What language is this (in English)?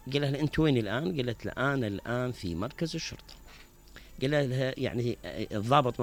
Mesopotamian Arabic